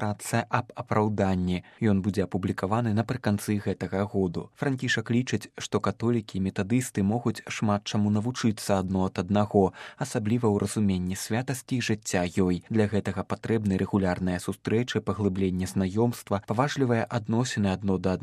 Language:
Belarusian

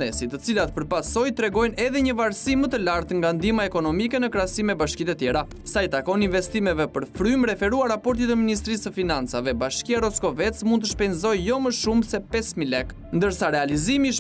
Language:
Albanian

